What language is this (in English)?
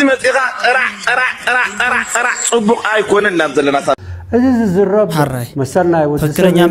Tigrinya